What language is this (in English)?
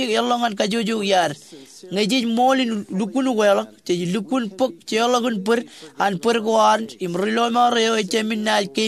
Marshallese